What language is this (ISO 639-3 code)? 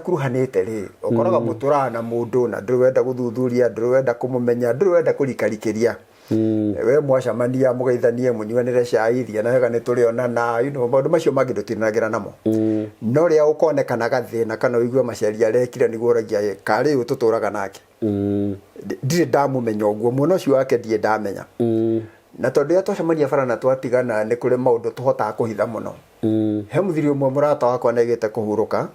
kik